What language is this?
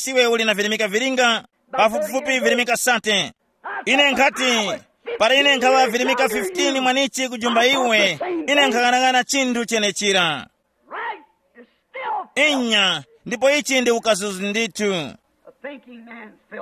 Tumbuka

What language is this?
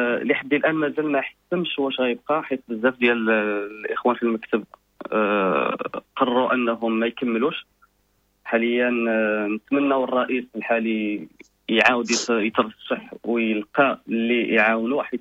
Moroccan Arabic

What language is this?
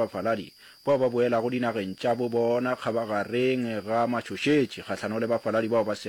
Northern Sotho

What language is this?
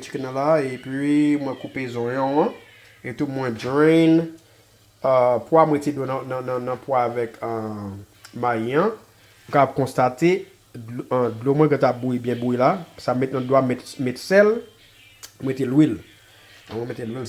Haitian Creole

